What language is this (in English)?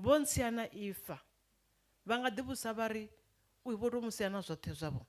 Venda